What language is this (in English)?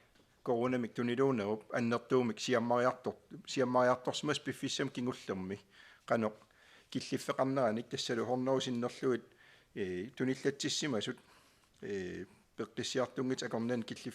Kalaallisut